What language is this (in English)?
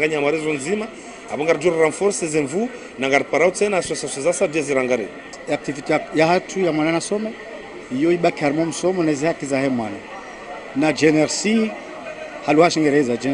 Ngazidja Comorian